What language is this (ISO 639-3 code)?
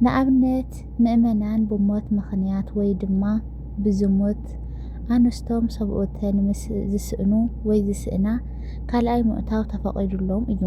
tir